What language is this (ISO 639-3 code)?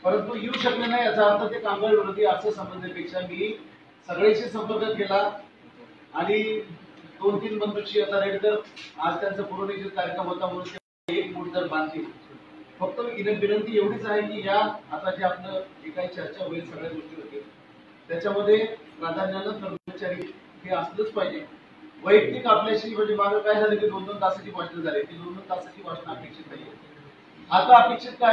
mar